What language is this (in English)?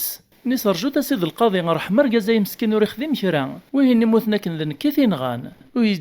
Kabyle